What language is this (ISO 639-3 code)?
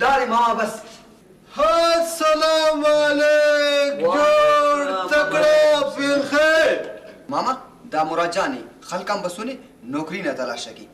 brh